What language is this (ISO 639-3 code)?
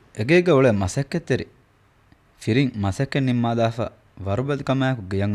div